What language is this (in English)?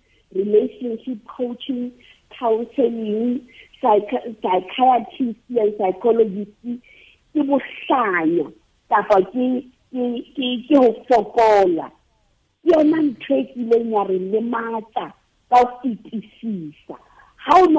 Southern Sotho